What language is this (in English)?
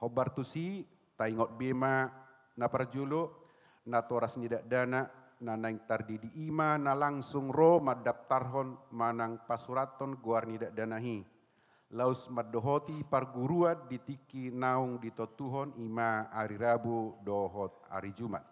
Batak Toba